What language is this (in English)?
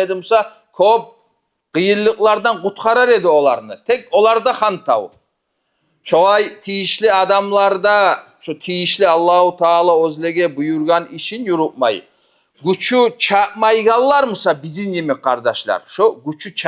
Kumyk